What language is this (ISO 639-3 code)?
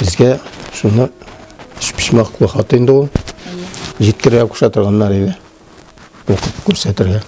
tat